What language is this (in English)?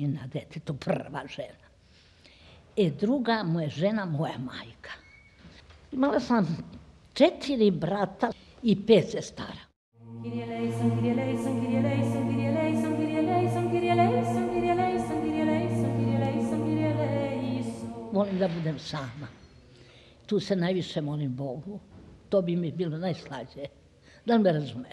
Serbian